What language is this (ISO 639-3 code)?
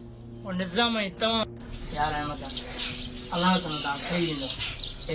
snd